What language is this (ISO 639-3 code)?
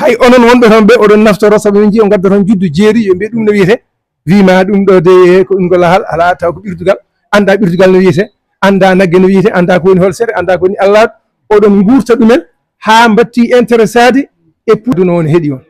ful